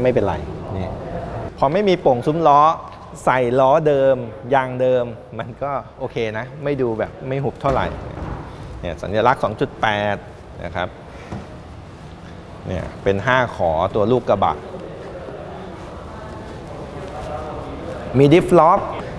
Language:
Thai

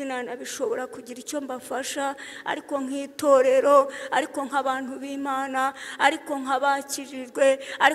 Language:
Kinyarwanda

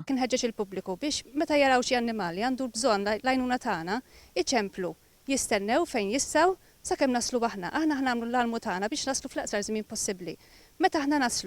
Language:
Maltese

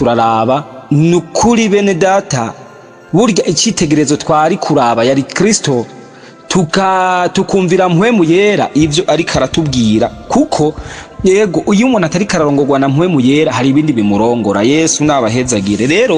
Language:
Rundi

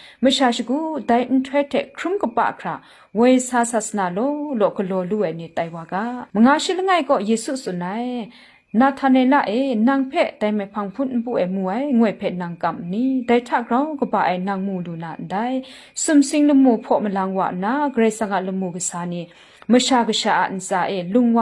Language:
Kachin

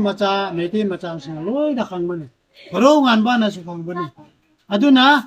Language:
Manipuri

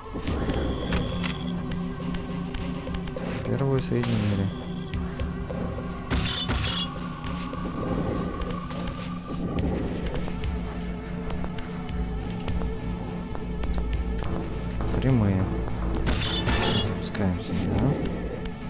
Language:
Russian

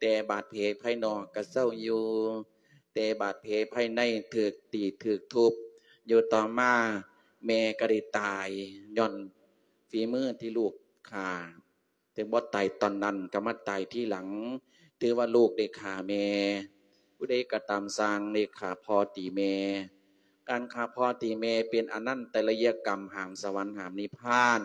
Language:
Lao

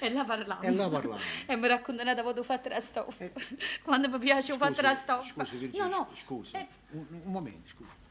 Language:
Neapolitan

